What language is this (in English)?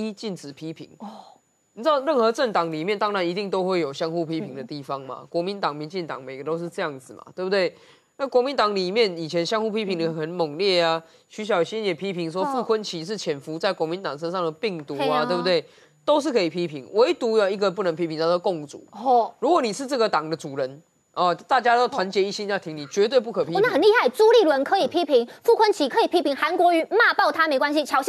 Chinese